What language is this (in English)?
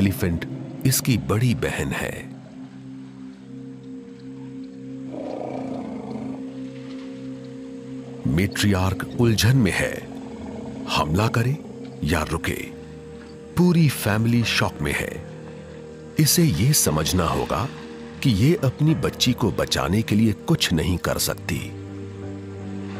Hindi